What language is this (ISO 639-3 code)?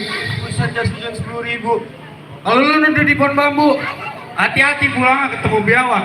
bew